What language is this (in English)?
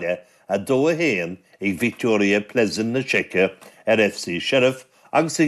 Irish